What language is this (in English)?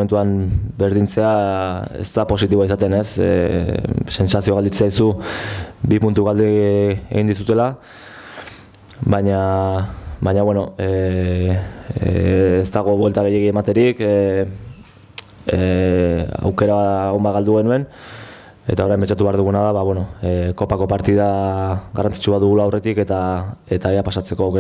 Basque